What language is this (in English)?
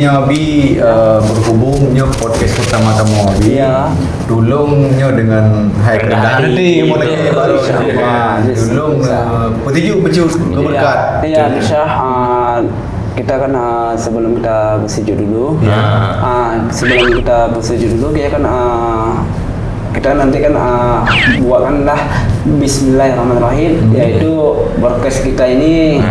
Achinese